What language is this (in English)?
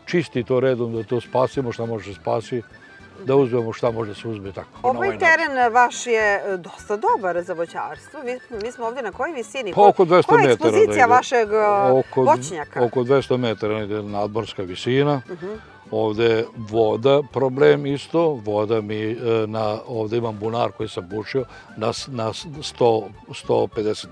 Serbian